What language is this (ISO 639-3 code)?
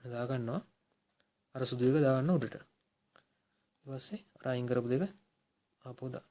sin